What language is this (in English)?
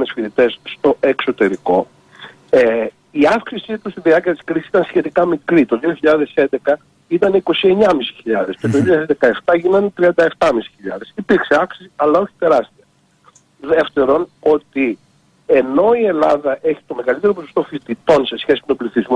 Greek